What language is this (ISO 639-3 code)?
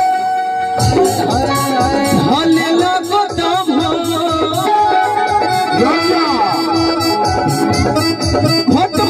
bho